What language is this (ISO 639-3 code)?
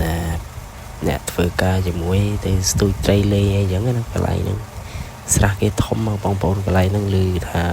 khm